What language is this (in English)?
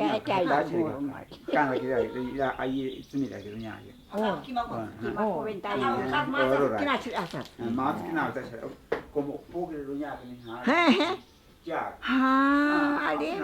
Ashéninka Perené